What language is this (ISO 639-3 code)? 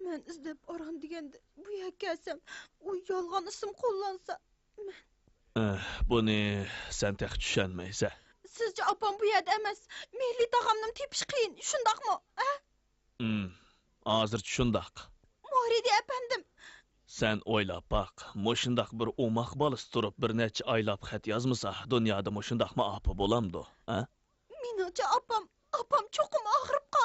uig